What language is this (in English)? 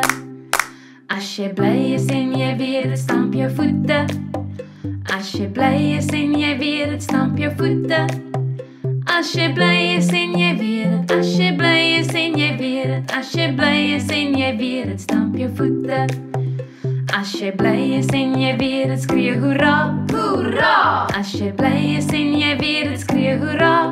Afrikaans